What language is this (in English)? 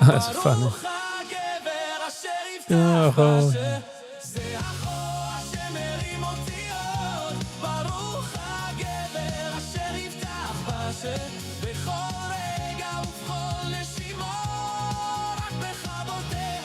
Yiddish